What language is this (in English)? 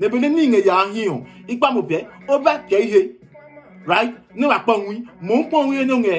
Adangme